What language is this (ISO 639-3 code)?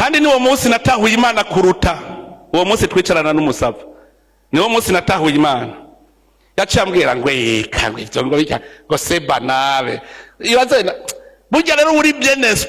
run